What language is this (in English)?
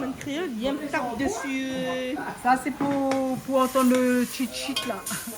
Réunion Creole French